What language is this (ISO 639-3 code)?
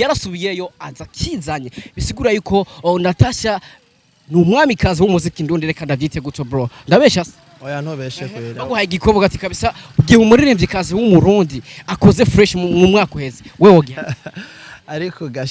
run